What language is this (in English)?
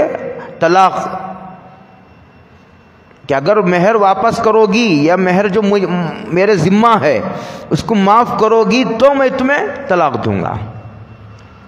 Urdu